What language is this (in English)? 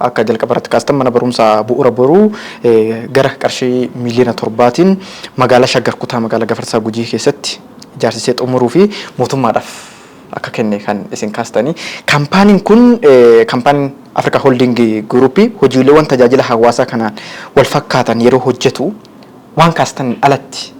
Oromo